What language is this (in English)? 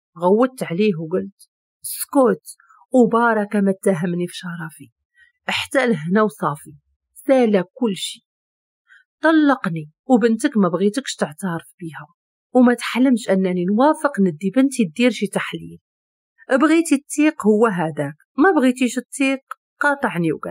Moroccan Arabic